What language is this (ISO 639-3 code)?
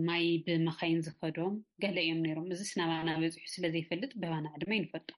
tir